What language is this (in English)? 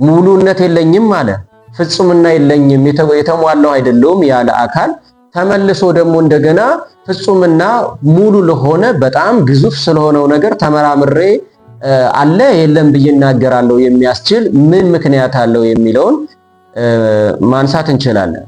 Amharic